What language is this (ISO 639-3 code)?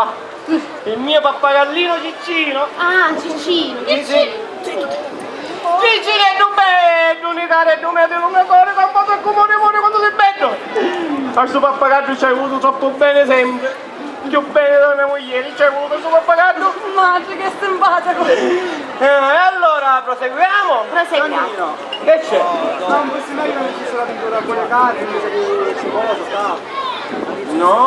scn